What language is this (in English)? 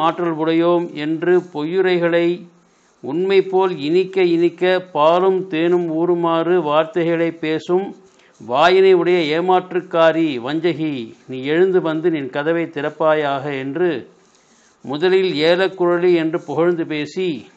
Tamil